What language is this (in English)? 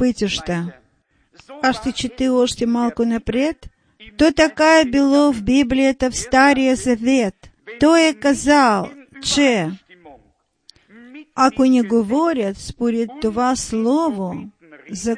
Bulgarian